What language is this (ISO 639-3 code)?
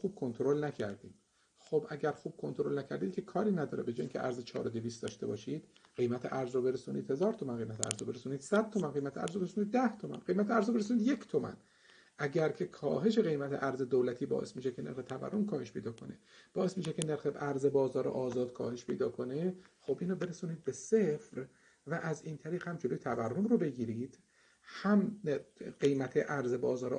fas